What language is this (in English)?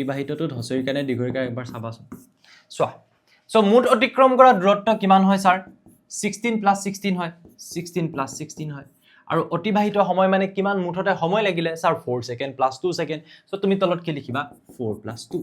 Assamese